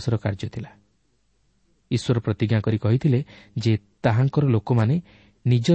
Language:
Odia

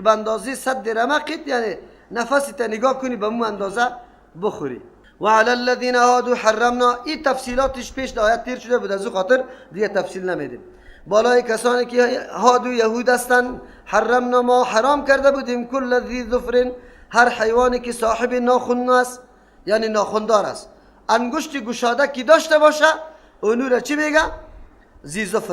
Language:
Persian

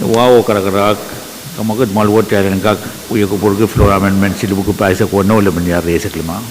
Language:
Pohnpeian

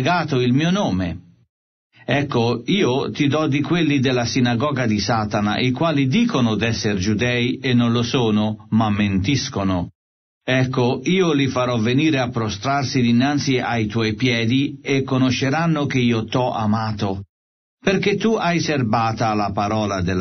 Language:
Italian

